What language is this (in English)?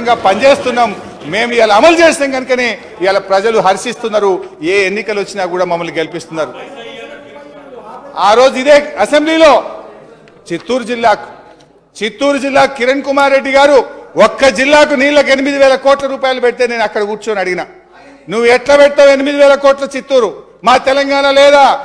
Telugu